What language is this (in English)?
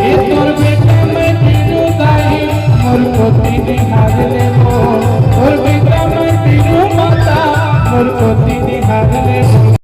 Chhattisgarhi